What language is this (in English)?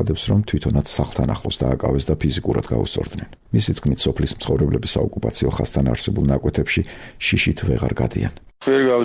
Georgian